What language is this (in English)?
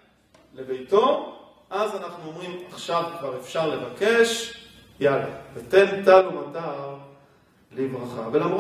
Hebrew